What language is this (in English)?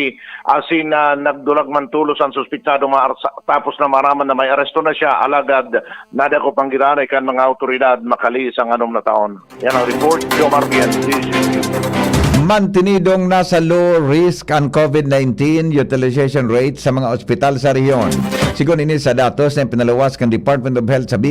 Bikol